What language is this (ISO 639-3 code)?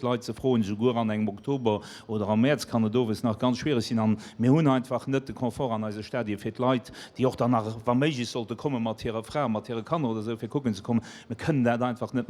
ltz